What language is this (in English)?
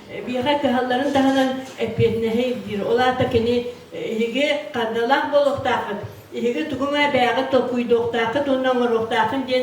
Yakut